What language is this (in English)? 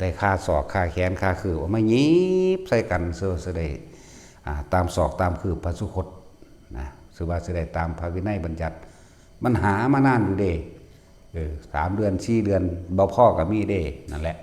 Northeastern Thai